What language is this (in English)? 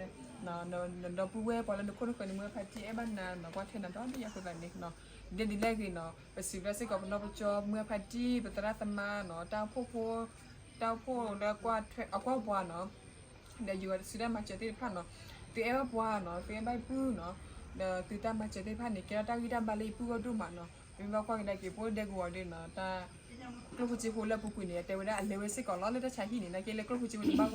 S'gaw Karen